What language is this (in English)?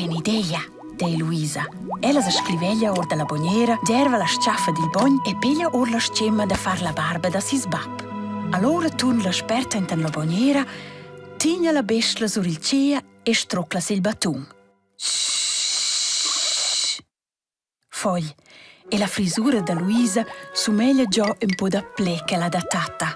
Romansh